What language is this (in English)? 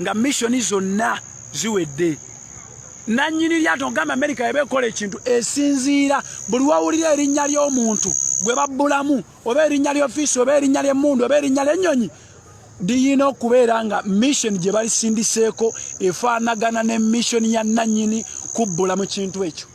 Ganda